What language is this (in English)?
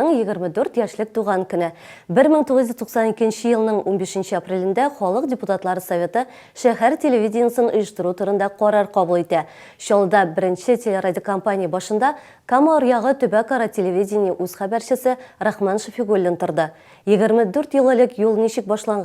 Tatar